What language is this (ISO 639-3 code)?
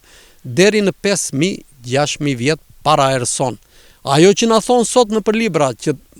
sqi